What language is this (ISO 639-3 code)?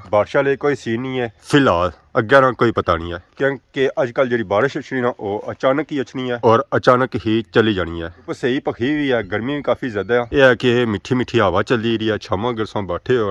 phr